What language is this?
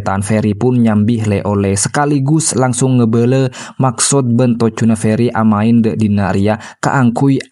Madurese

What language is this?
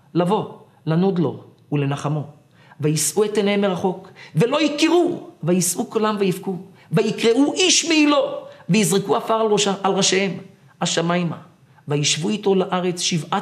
Hebrew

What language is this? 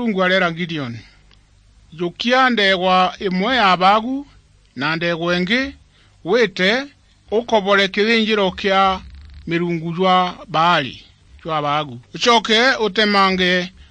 Meru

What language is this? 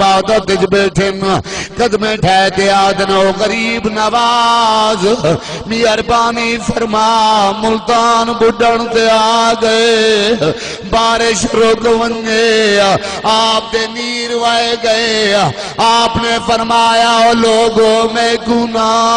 Saraiki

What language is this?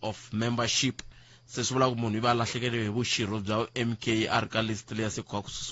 Tsonga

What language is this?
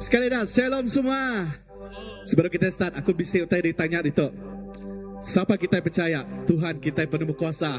Iban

